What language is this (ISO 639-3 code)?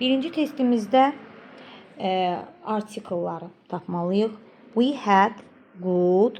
aze